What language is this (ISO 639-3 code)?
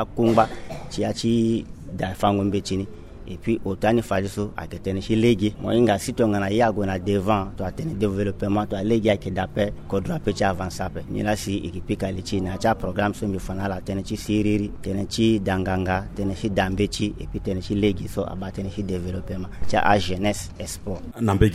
sag